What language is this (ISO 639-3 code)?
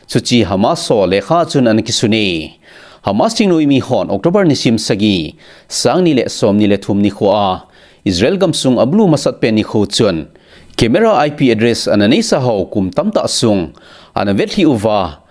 tcz